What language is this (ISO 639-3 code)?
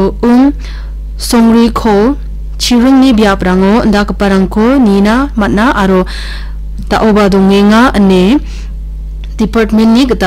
grt